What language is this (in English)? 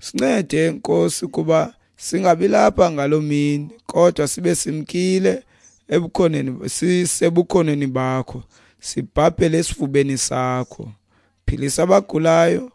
Xhosa